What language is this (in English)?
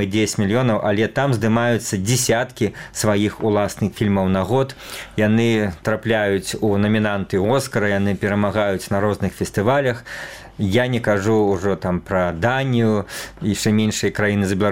Belarusian